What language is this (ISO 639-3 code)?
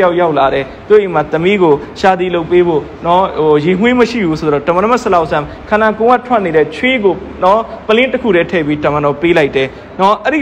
mya